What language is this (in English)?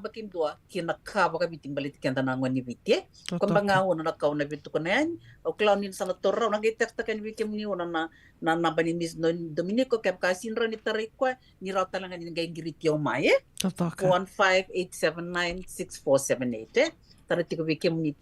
Fijian